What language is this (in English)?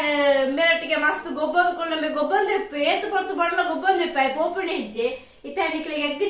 Tulu